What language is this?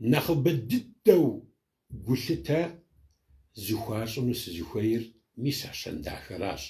Kabardian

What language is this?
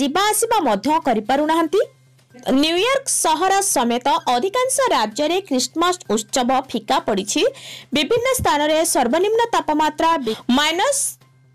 Odia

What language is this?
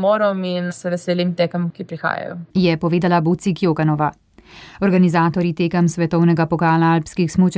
Slovenian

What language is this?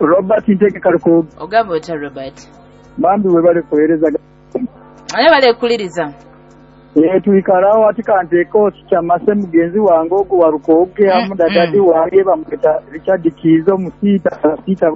Nyoro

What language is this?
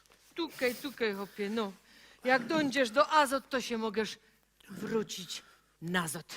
Silesian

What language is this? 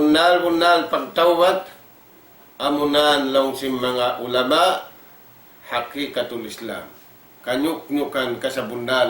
Tausug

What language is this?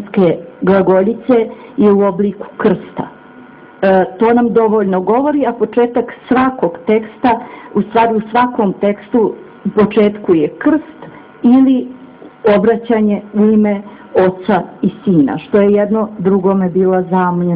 Bosnian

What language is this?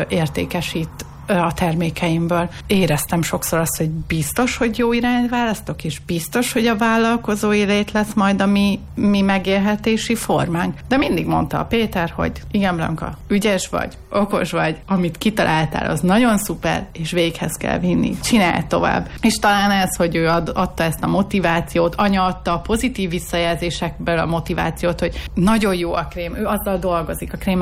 Hungarian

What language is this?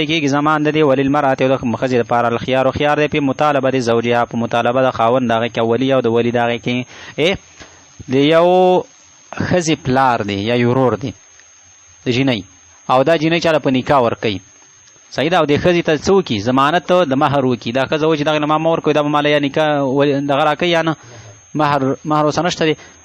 Pashto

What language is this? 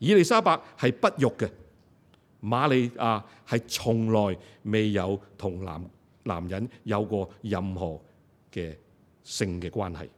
Cantonese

